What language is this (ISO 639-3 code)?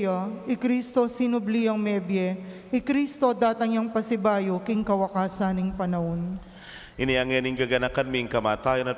pam